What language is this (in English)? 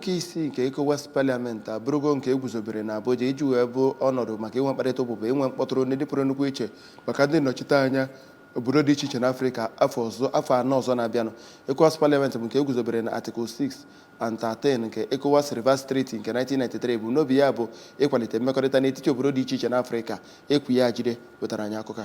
Igbo